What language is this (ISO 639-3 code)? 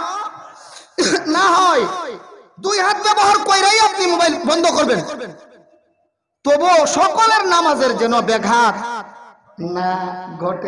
ben